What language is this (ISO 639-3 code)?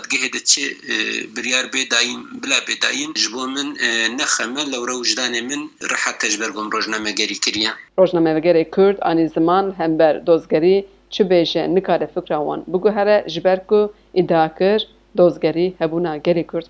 kur